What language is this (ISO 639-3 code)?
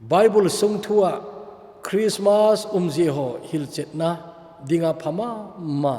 tcz